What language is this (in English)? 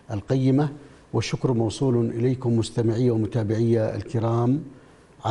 Arabic